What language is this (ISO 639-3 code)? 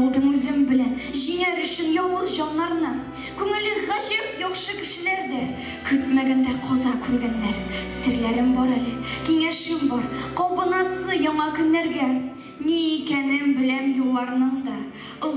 tat